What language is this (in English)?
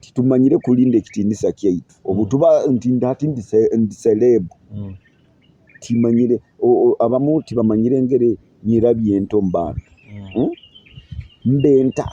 Nyoro